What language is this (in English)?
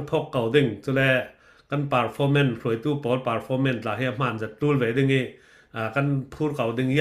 Falam Chin